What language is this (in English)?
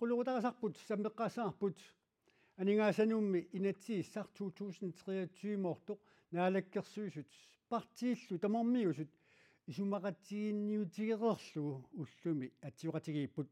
Kalaallisut